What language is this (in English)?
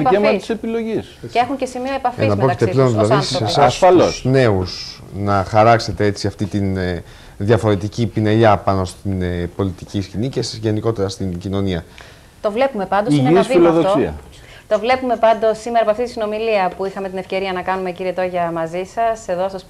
Greek